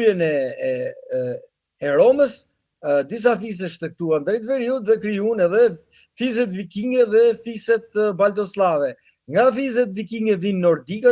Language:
Albanian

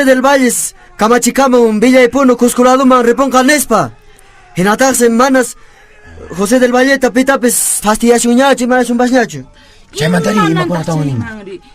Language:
Quechua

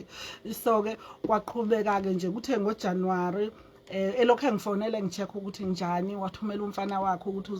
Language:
Zulu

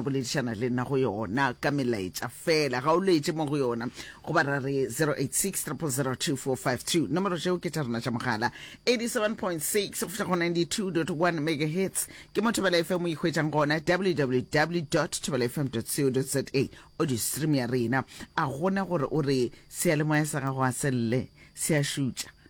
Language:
Northern Sotho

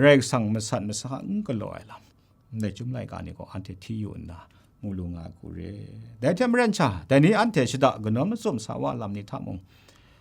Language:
Kachin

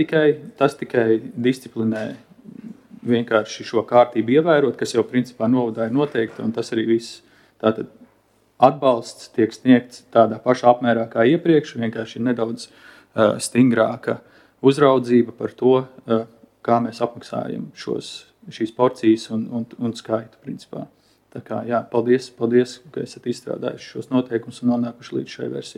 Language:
Latvian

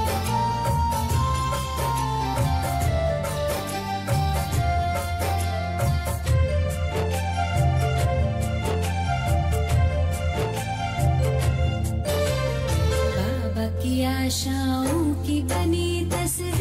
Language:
Hindi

